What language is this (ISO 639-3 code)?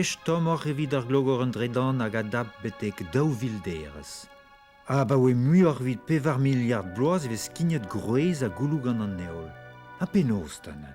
bre